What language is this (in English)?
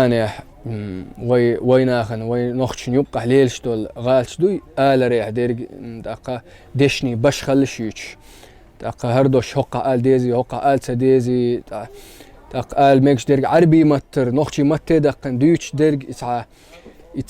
Chechen